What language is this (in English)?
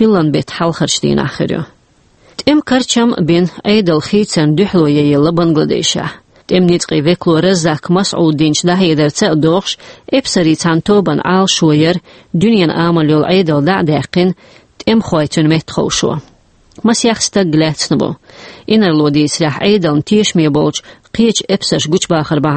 Chechen